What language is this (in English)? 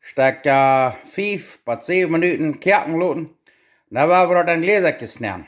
Plautdietsch